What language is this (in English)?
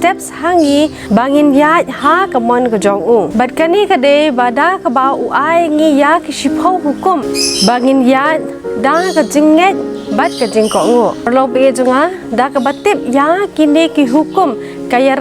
Khasi